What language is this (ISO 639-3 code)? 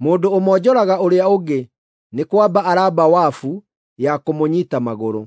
kik